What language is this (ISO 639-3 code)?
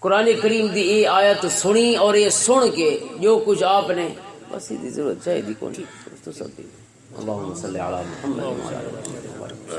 lah